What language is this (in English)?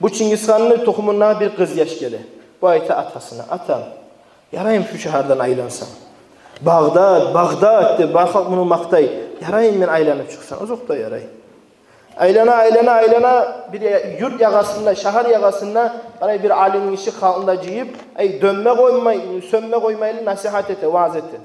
Kumyk